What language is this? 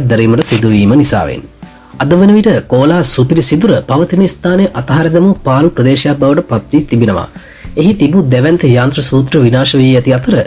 Sinhala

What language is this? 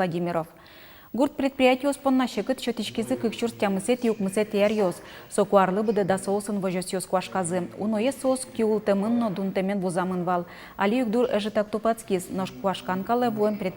Udmurt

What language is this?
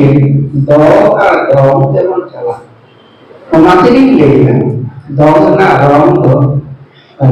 Santali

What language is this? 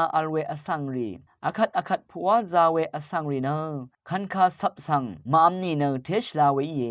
Rawang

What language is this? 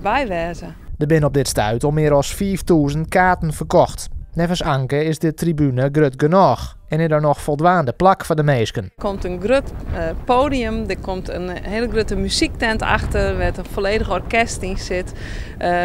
Western Frisian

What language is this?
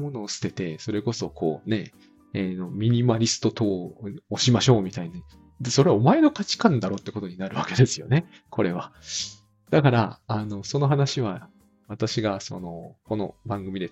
Japanese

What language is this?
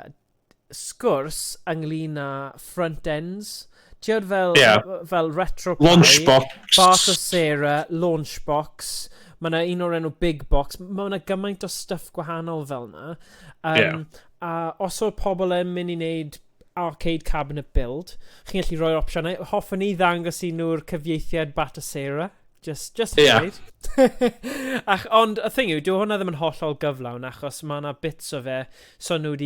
Welsh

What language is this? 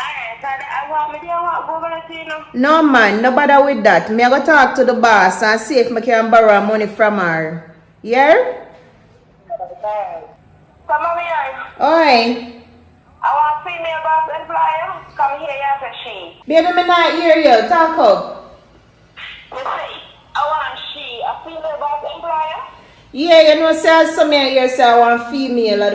Jamaican Creole English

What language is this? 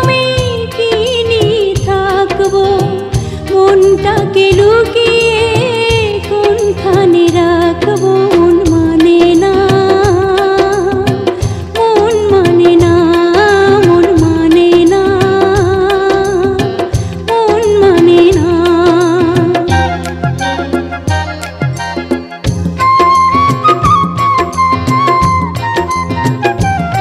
Bangla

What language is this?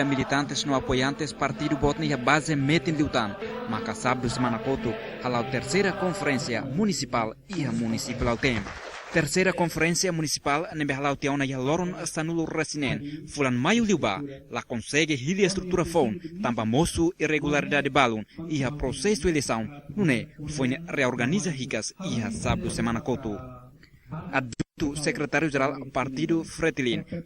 Tetum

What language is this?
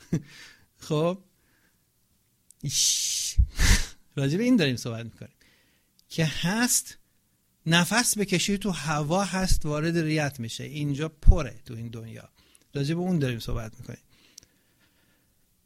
Persian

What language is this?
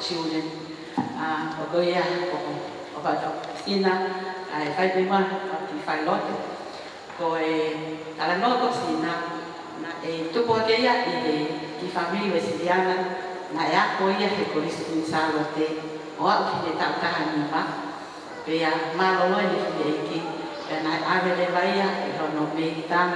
Tongan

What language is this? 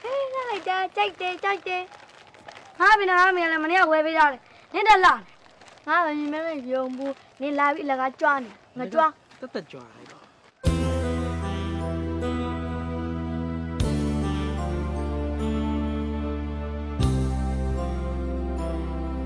Burmese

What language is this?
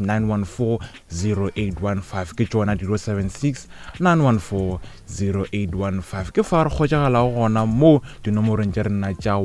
Northern Sotho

